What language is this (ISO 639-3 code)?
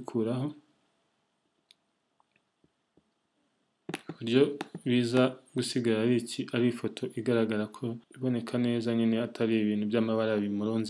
kin